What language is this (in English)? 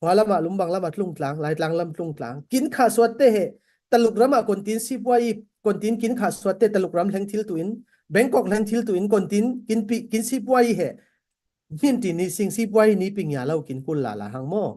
Falam Chin